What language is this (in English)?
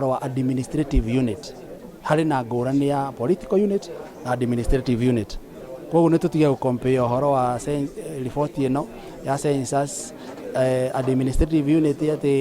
Kikuyu